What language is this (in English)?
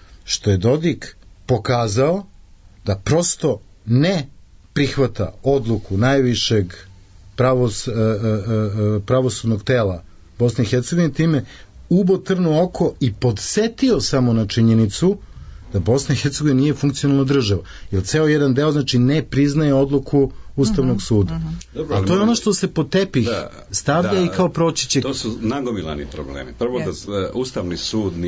Serbian